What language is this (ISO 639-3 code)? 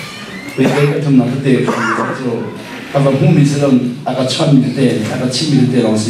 cnh